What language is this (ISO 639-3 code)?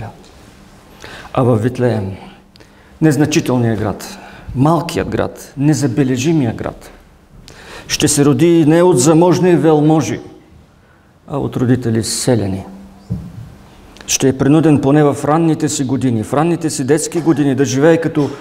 bul